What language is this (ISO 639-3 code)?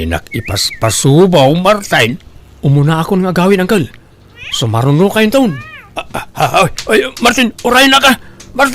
ilo